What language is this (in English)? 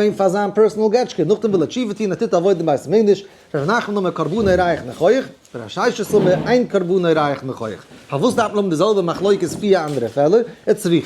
Yiddish